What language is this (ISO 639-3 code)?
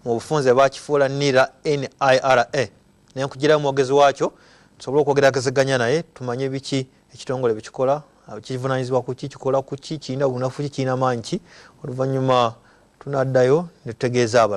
lug